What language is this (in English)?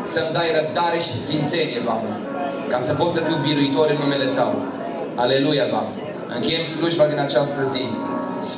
Romanian